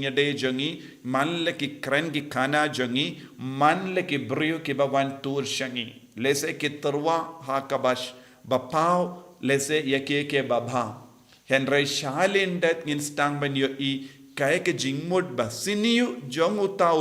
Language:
Khasi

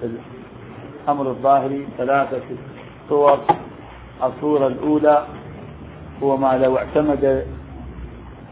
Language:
Arabic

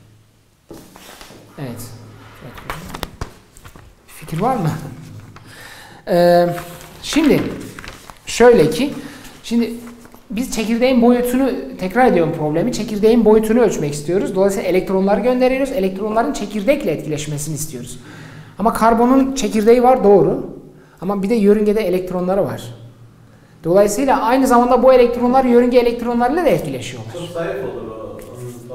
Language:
Turkish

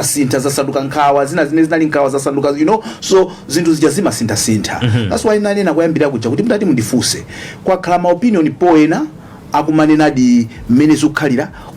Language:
Nyanja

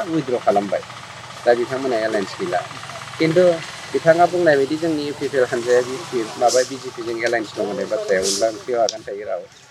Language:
Bodo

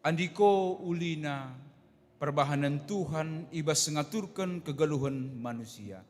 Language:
Batak Karo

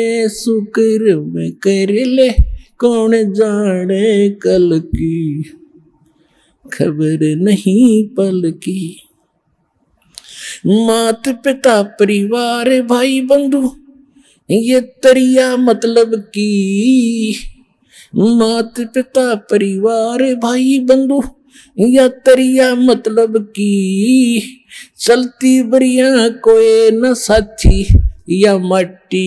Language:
Hindi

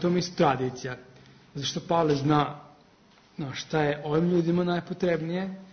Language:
Serbian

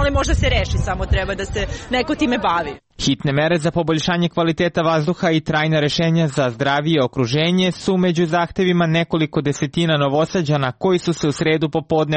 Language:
Serbian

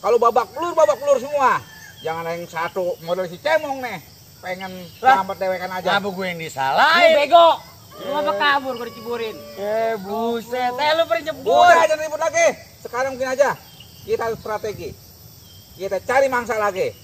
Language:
Betawi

